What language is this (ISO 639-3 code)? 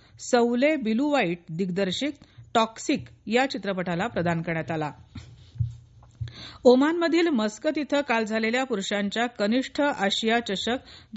mar